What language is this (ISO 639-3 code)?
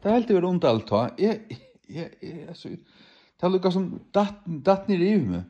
fao